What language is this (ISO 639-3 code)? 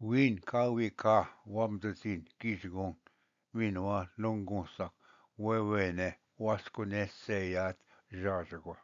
oji